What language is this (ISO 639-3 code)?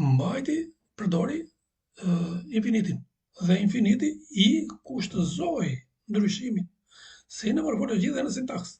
sqi